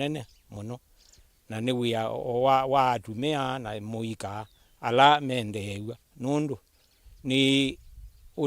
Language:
Kamba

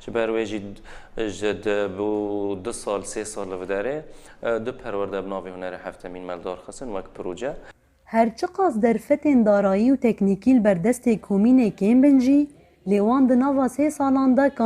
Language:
Kurdish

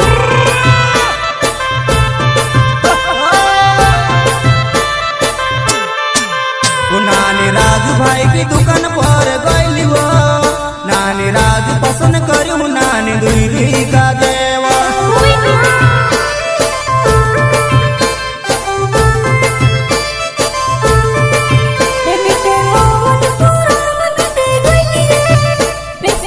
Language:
Bhojpuri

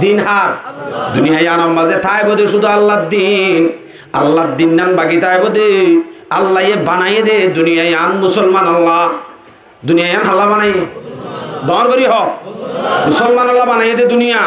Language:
Rohingya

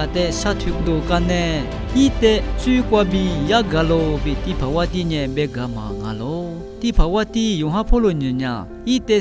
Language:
Lisu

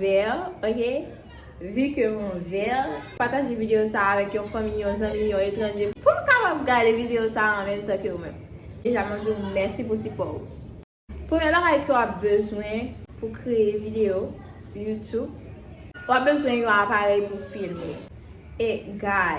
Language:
Haitian Creole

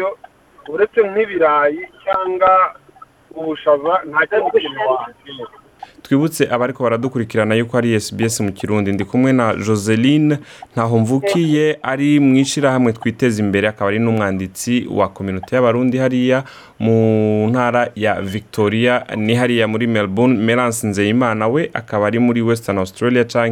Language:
Rundi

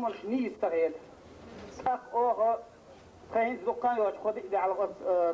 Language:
Chechen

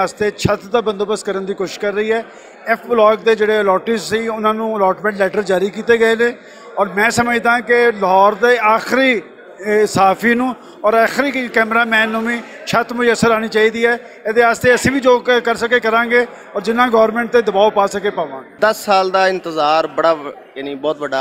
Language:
Western Panjabi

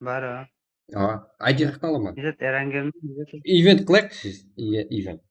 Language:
Kara-Kalpak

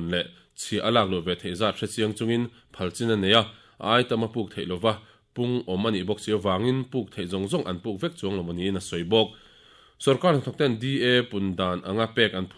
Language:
Mizo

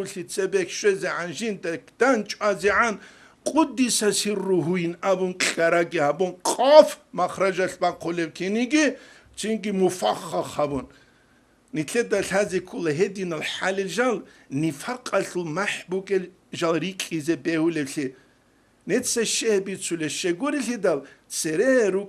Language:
Avaric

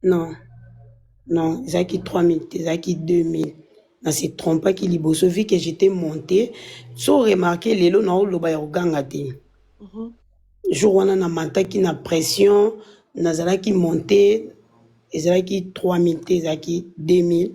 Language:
Lingala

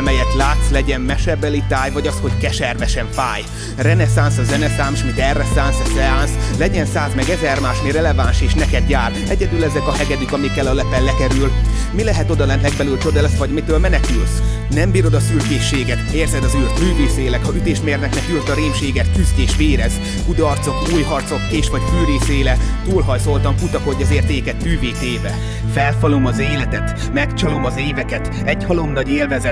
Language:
Hungarian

